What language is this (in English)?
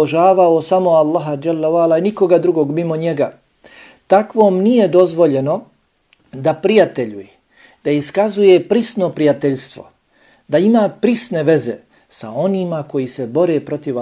Bosnian